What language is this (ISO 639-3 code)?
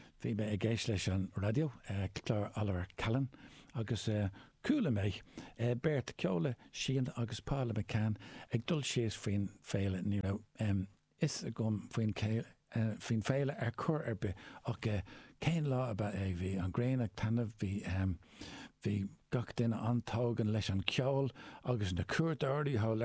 gle